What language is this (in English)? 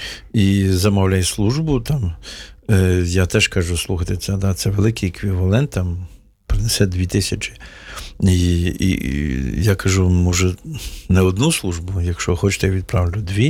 Ukrainian